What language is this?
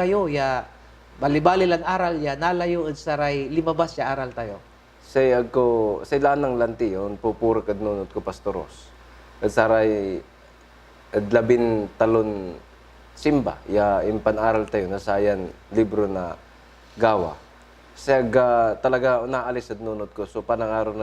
Pangasinan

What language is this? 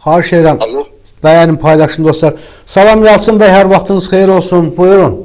Azerbaijani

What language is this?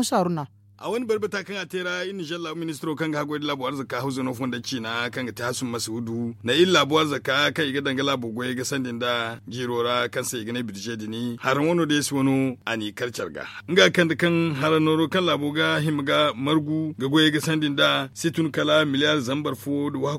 Zarma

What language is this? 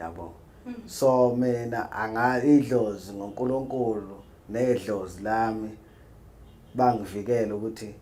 Zulu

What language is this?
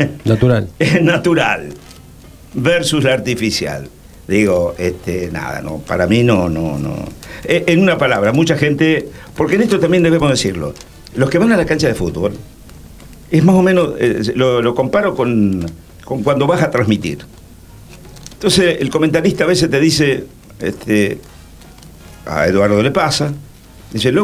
Spanish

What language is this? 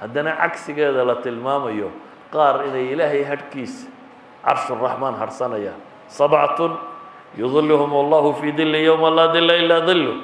Somali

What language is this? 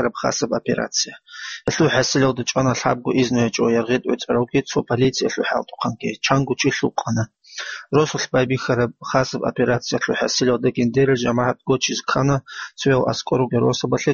Avaric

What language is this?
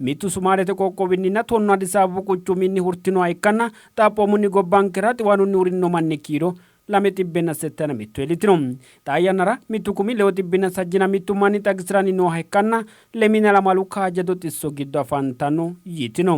Sidamo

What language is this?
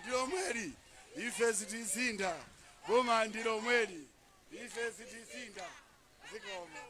Nyanja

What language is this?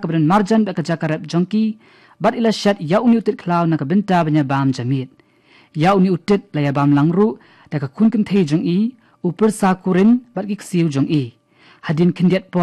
Khasi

